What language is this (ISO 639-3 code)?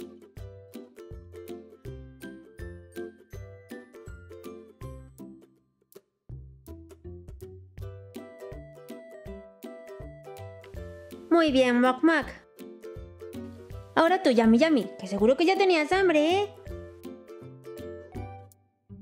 spa